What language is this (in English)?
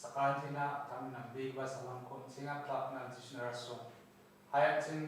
Garo